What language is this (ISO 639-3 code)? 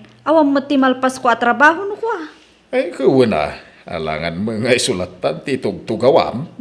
ilo